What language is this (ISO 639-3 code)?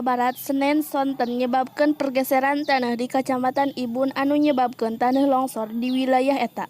sun